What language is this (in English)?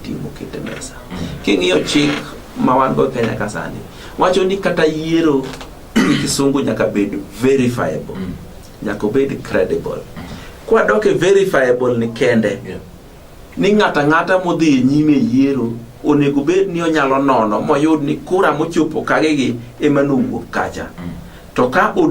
Luo (Kenya and Tanzania)